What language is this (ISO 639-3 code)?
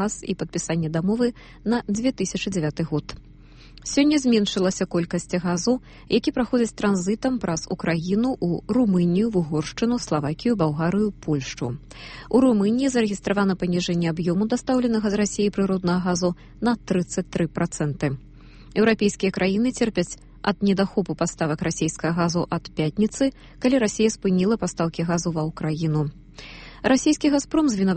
bel